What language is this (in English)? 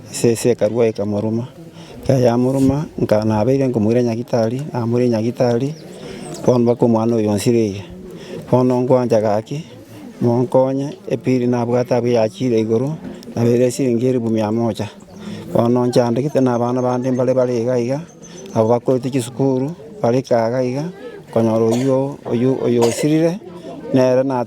Gusii